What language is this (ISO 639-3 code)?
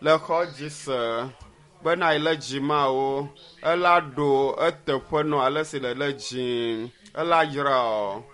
ewe